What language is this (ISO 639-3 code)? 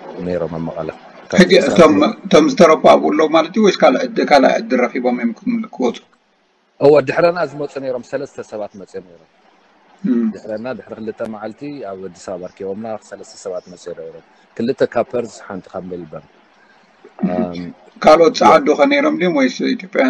tir